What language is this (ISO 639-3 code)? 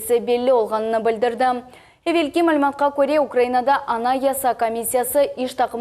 crh